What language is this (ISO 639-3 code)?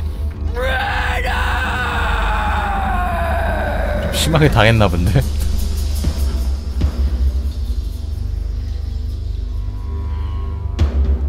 kor